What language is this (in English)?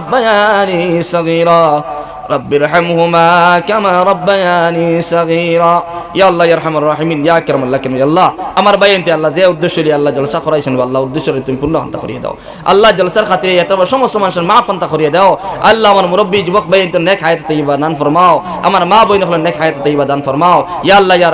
Sylheti